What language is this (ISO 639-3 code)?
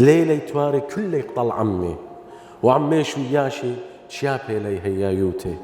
aii